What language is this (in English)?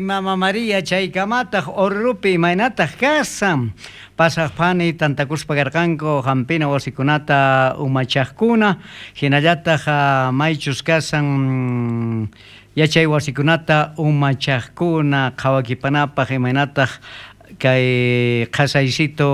South Bolivian Quechua